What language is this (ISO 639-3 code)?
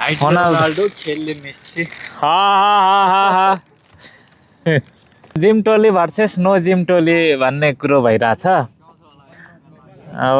nep